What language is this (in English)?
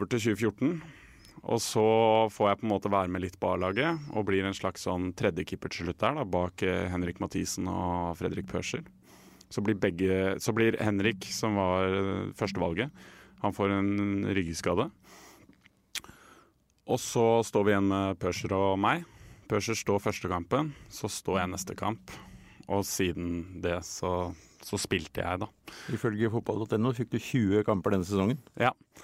Norwegian